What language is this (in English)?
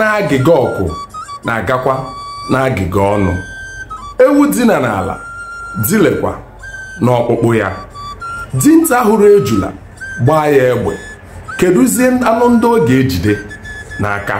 Igbo